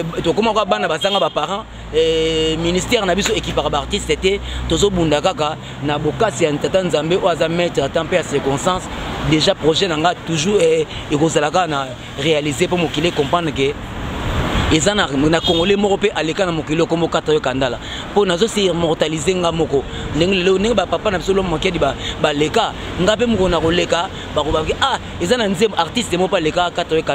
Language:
Lingala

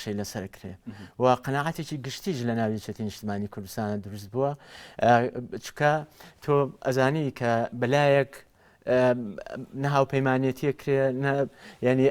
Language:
Central Kurdish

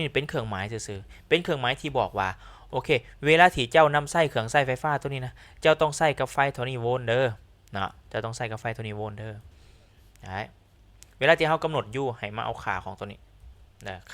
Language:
Lao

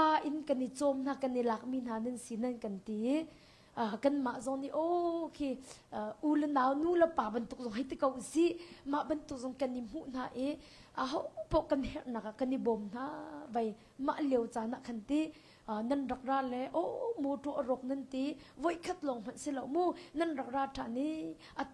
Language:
Hakha Chin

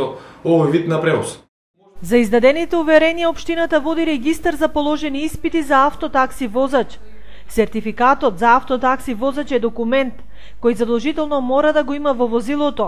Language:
Macedonian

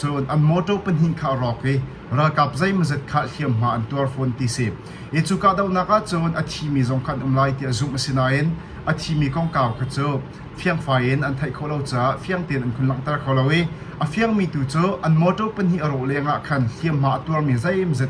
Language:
Hakha Chin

